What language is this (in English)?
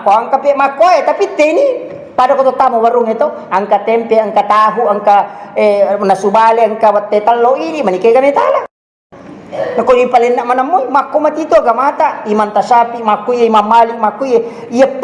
Buginese